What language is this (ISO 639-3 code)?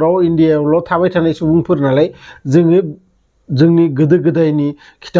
brx